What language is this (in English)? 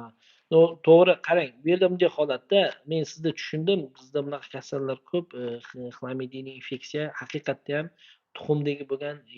Uzbek